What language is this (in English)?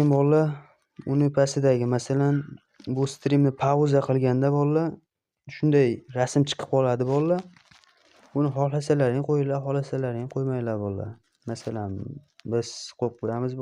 Uzbek